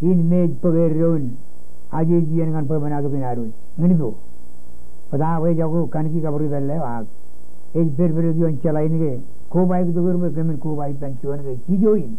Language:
Marshallese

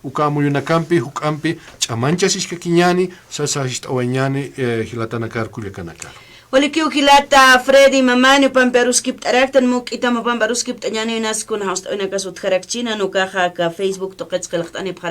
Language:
Aymara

